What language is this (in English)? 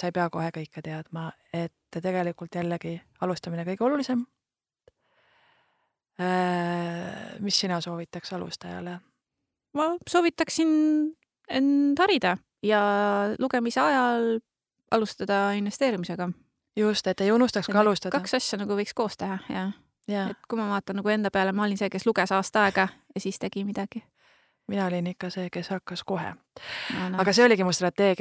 Estonian